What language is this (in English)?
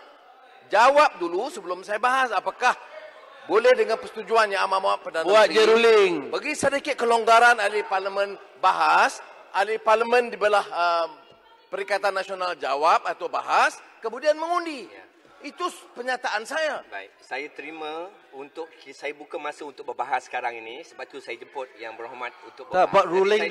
Malay